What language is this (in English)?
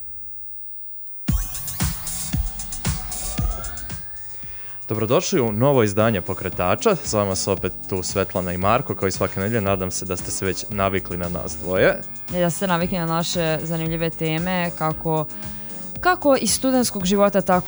Serbian